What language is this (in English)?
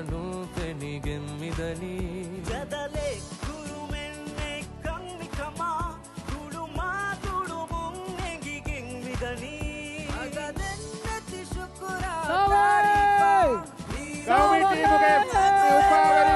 Divehi